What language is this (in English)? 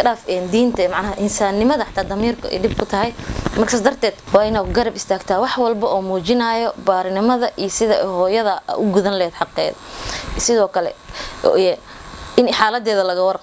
Somali